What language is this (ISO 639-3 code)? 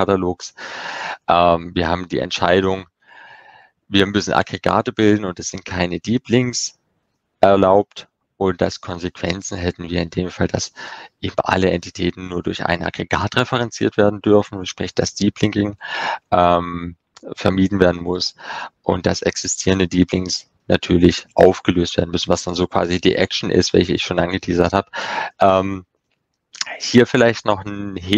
deu